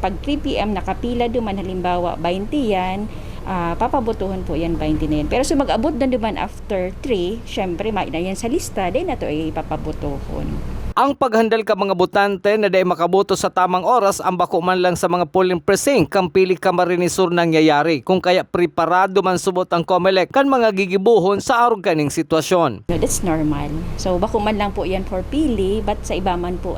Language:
Bikol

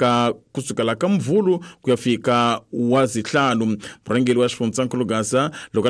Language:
Tsonga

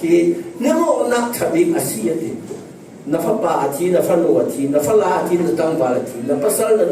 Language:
Falam Chin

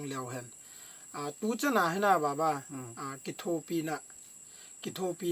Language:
Thado Chin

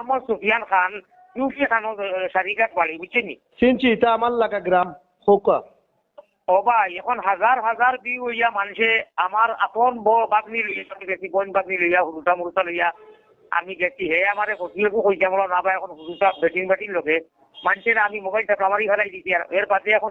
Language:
Sylheti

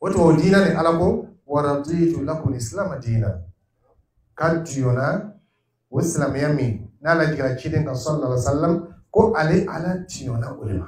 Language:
Dyula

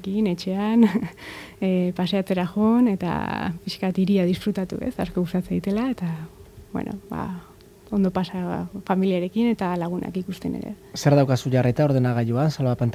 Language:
Basque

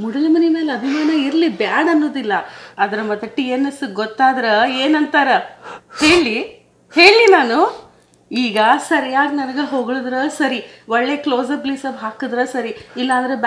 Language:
Kannada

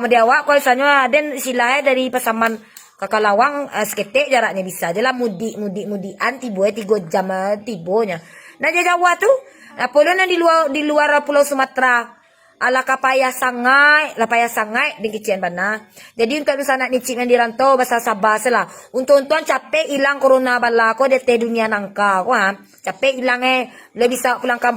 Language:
Minangkabau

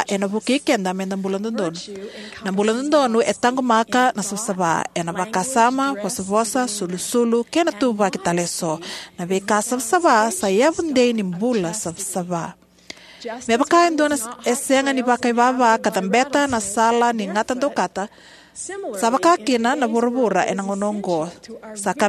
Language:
Fijian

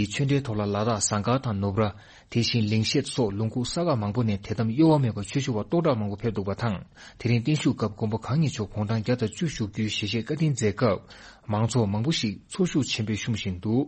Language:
Tibetan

